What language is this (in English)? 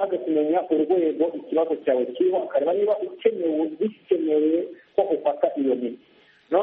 Kinyarwanda